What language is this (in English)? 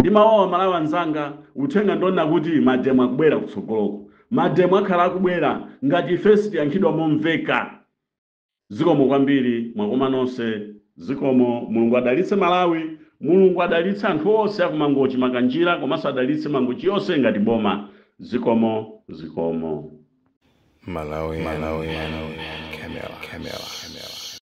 Nyanja